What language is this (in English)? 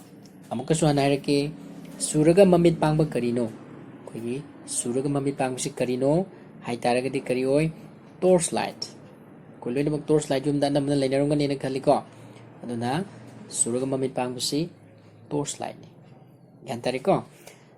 Manipuri